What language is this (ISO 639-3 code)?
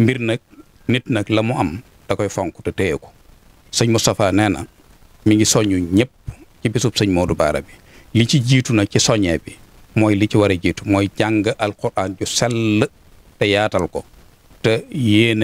wol